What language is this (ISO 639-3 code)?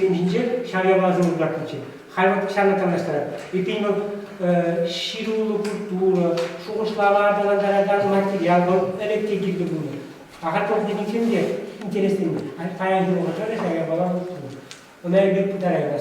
chv